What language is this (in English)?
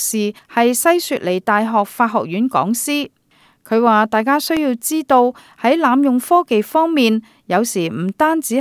Cantonese